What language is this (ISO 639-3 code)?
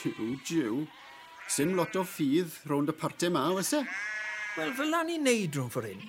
cym